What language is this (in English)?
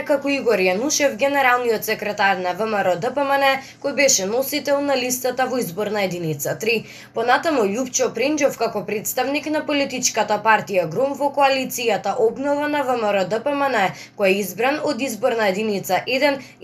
Macedonian